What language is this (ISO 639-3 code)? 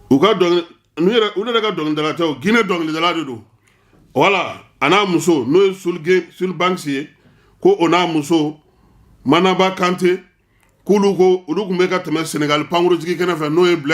bam